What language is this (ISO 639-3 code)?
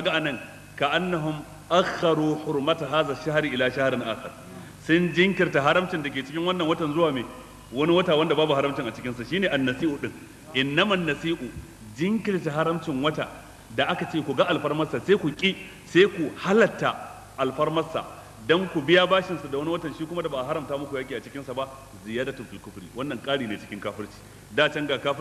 hau